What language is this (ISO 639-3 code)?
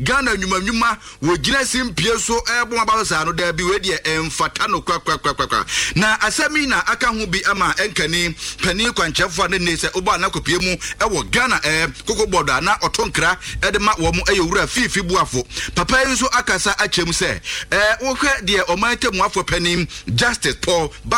aka